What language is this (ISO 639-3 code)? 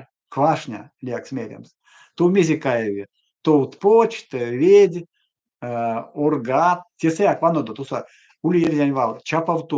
myv